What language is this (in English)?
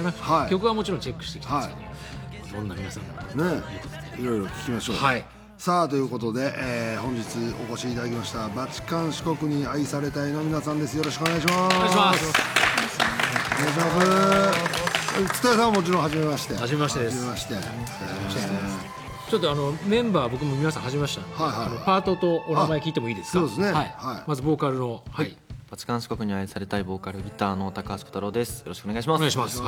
Japanese